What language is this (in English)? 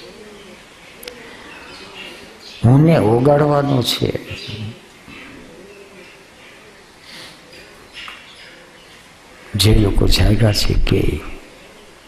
Gujarati